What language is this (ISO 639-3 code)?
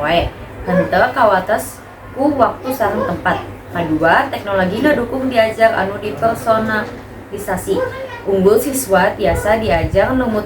sun